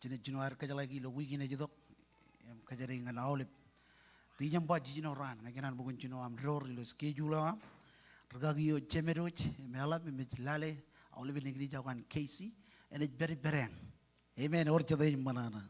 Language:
Marshallese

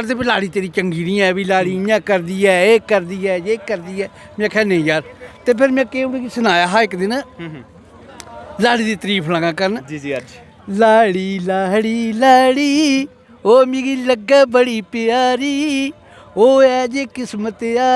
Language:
Dogri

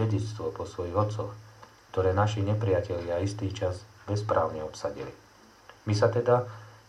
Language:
Slovak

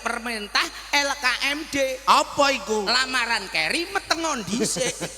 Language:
Javanese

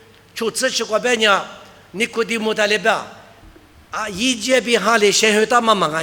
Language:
Lisu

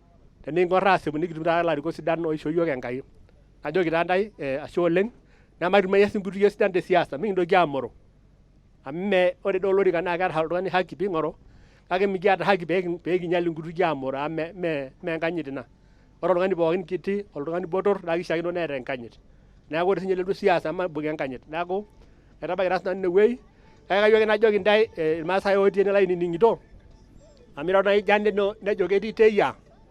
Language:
Masai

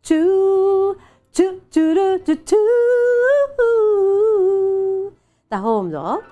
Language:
Hiligaynon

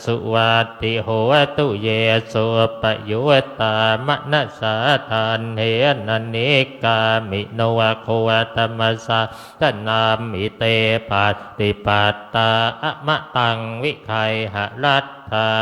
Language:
Pali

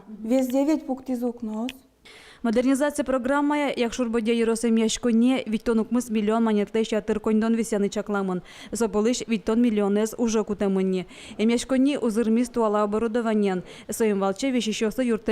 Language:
Udmurt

